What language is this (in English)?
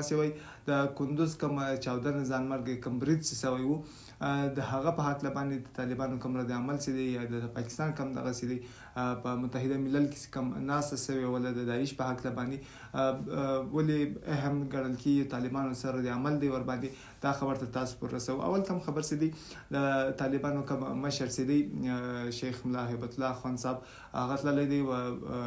Pashto